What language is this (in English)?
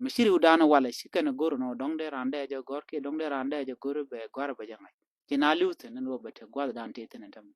Nuer